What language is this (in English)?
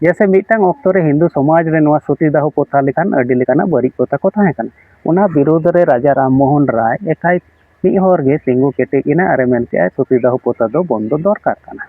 Santali